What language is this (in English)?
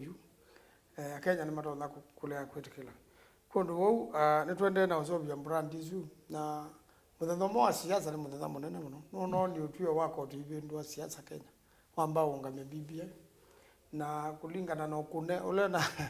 Kamba